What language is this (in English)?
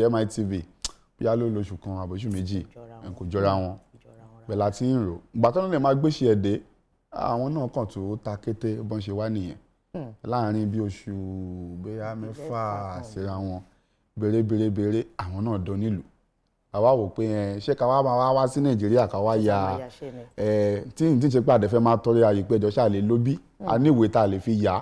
Yoruba